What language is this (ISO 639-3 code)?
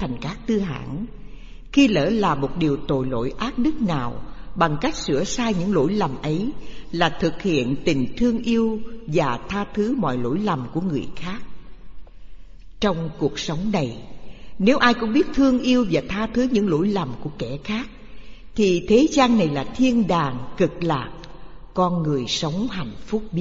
vie